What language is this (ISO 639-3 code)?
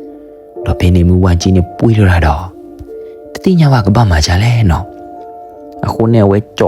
ksw